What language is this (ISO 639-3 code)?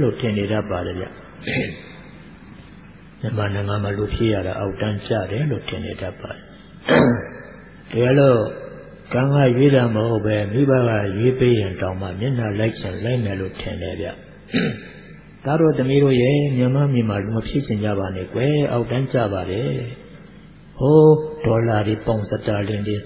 mya